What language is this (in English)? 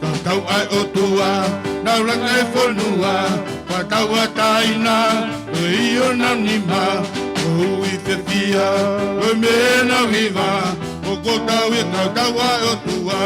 Tongan